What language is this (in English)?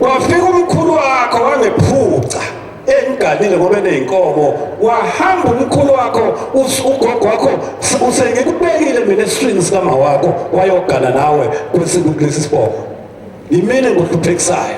Zulu